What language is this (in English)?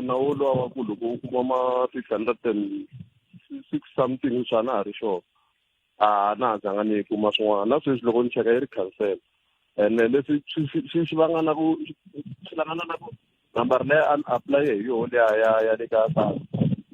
Tsonga